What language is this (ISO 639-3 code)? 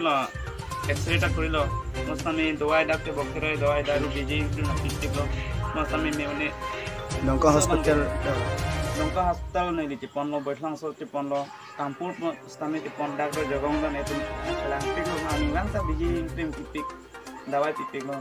mjw